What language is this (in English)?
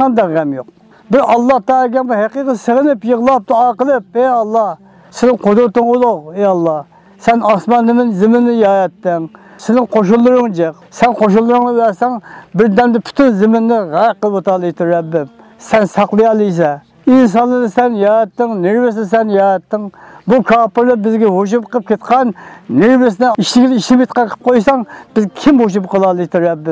Uyghur